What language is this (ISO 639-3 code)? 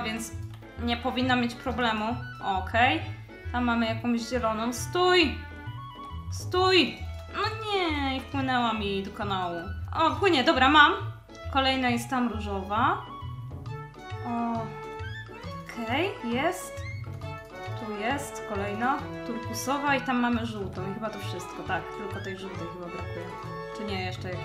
pol